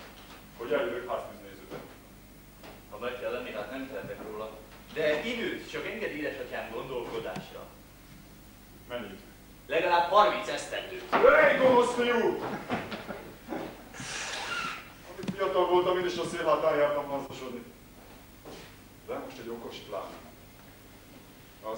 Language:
Hungarian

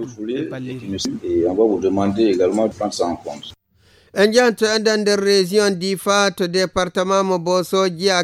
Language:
Fula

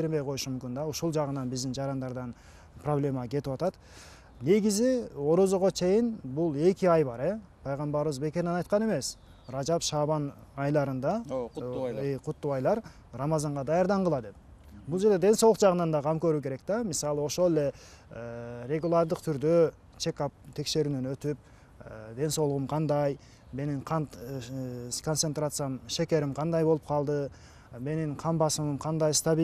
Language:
Kyrgyz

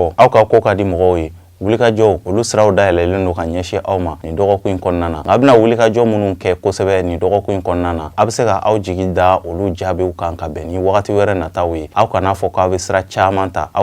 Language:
Bambara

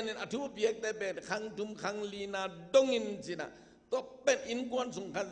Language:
Tedim Chin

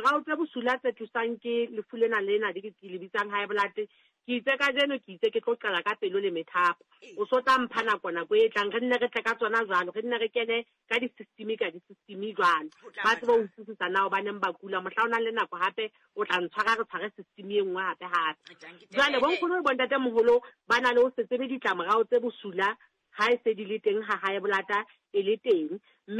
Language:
Southern Sotho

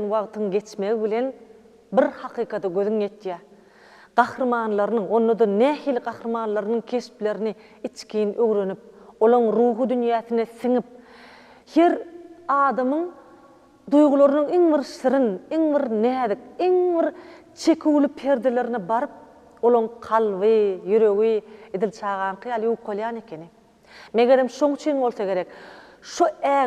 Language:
Turkmen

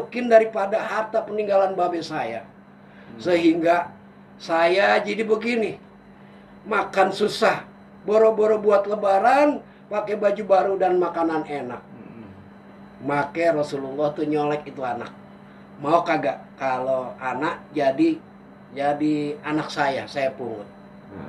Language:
Betawi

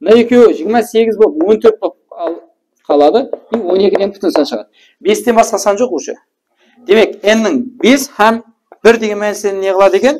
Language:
Kara-Kalpak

